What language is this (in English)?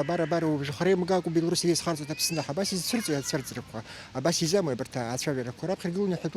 Abkhazian